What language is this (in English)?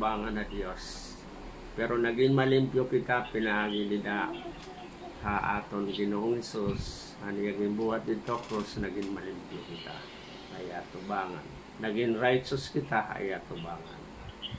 Waray